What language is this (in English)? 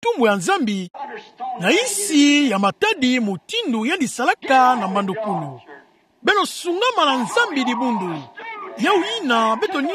Kituba (Democratic Republic of Congo)